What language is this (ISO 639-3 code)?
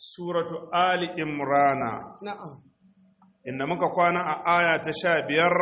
hau